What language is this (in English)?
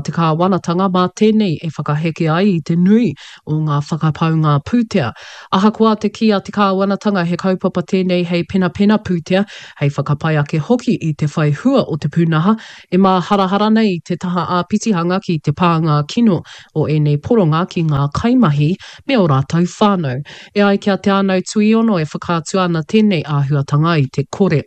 Māori